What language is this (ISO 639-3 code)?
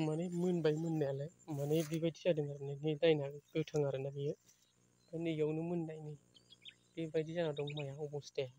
brx